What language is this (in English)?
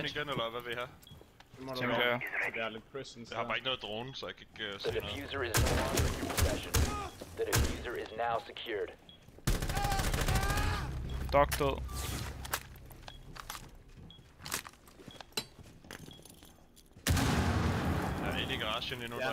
Danish